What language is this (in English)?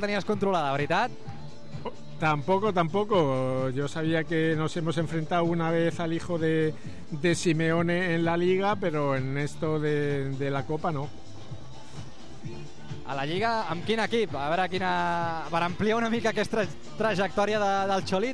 Catalan